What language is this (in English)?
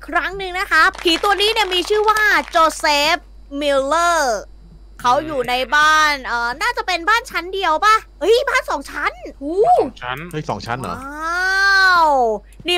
Thai